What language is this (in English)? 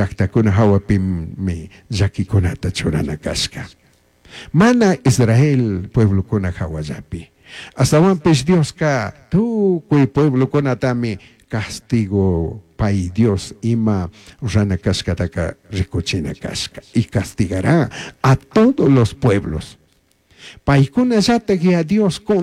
Chimborazo Highland Quichua